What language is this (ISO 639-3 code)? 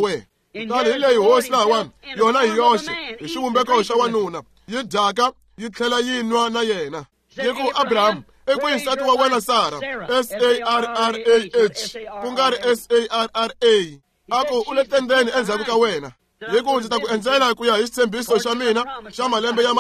tso